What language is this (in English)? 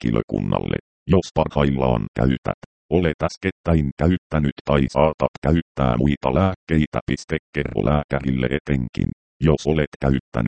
Finnish